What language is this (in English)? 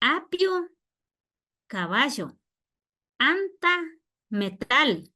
Imbabura Highland Quichua